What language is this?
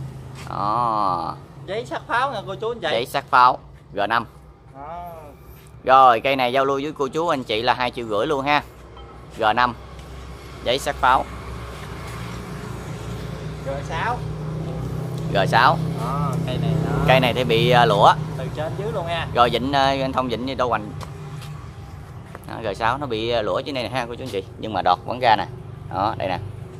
Vietnamese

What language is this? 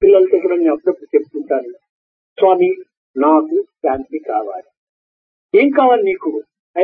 Telugu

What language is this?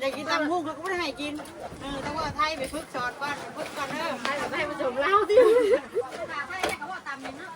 Northeastern Thai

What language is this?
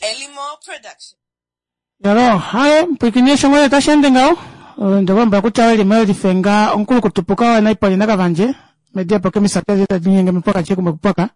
Kuanyama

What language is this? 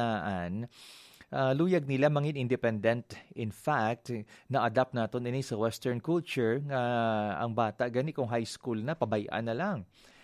Hiligaynon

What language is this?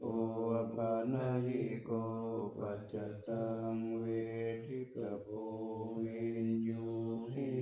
Pali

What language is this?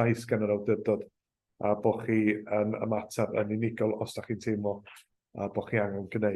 Welsh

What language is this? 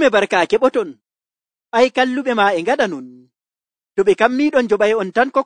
Nigerian Fulfulde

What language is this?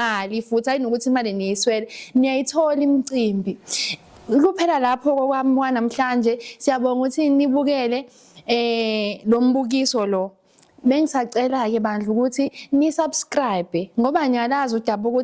Zulu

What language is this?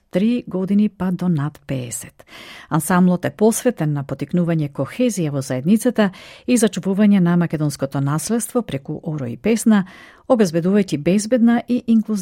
Macedonian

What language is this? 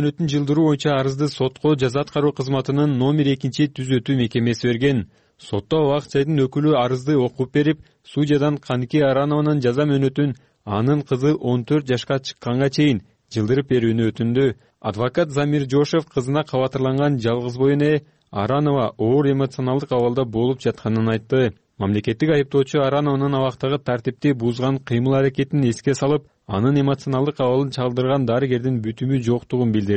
Kyrgyz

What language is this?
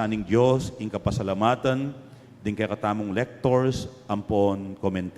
Pampanga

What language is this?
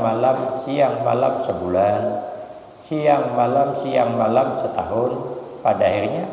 Banjar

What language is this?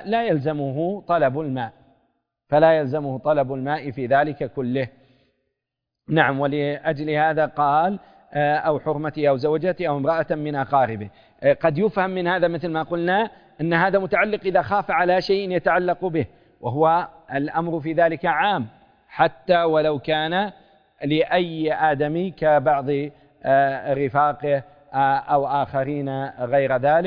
Arabic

